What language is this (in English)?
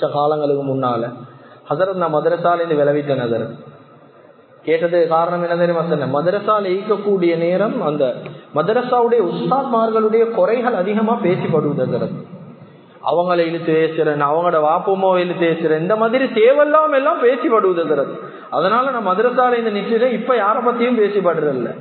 Tamil